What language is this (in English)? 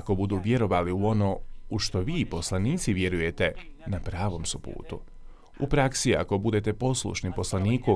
Bosnian